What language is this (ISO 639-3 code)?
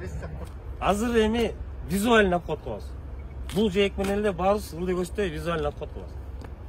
kir